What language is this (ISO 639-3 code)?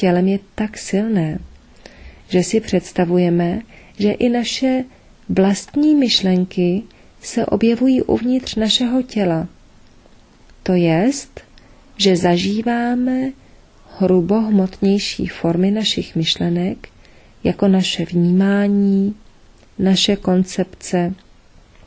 ces